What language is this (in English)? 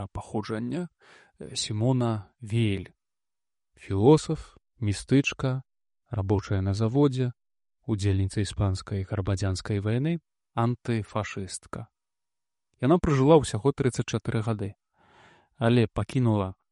Belarusian